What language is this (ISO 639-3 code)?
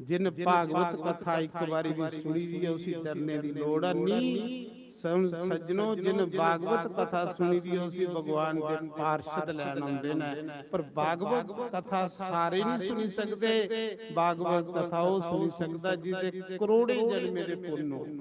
doi